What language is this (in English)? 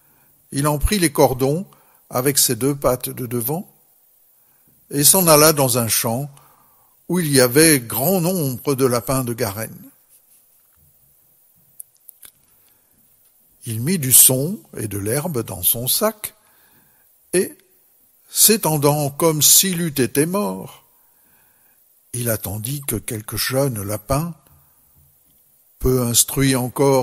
French